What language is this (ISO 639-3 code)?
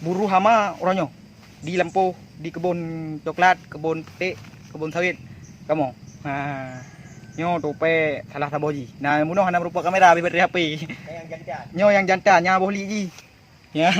ace